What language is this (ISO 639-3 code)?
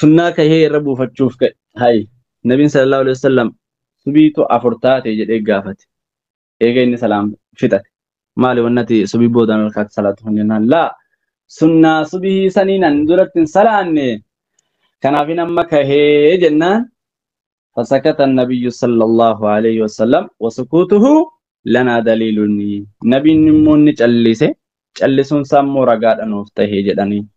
orm